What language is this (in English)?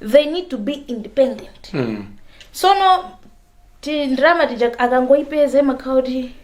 Nyanja